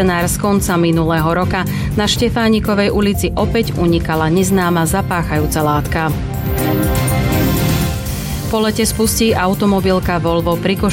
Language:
Slovak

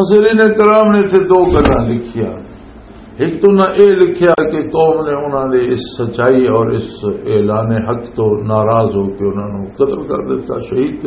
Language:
Western Panjabi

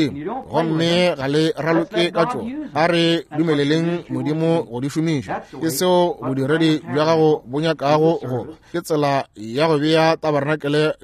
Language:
Northern Sotho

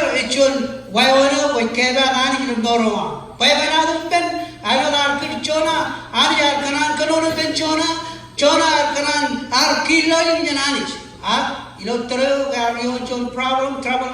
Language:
Marshallese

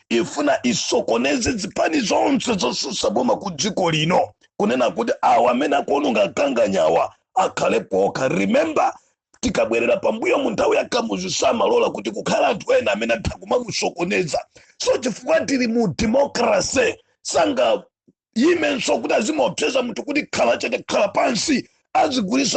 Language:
Nyanja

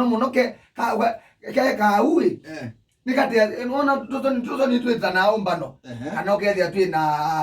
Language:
Kamba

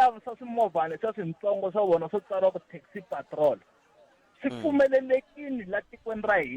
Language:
Tsonga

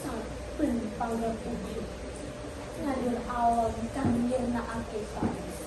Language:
Javanese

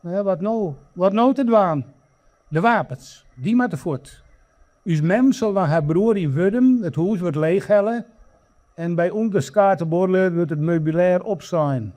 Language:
Western Frisian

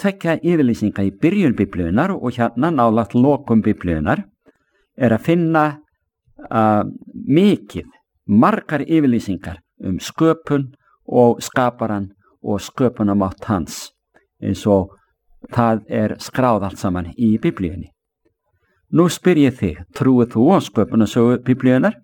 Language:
Icelandic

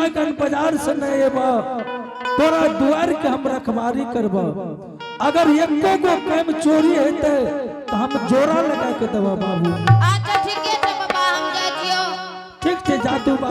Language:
Angika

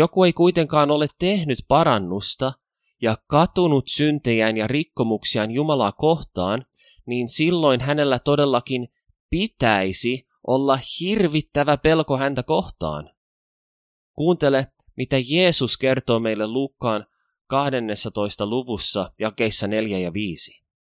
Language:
Finnish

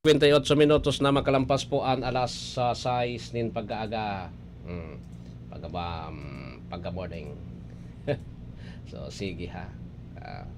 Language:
Bikol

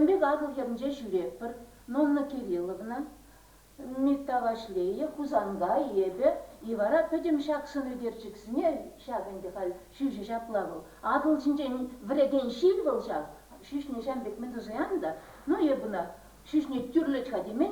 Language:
Chuvash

